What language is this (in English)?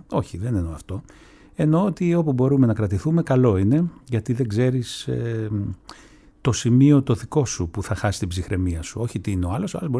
Greek